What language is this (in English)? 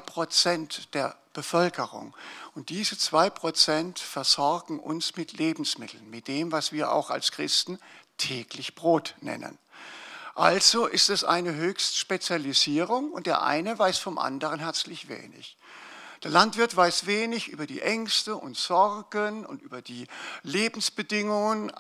German